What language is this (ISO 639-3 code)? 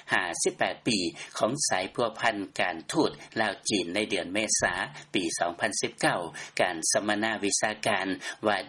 lao